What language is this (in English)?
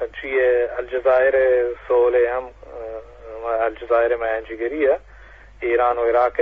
Eastern Balochi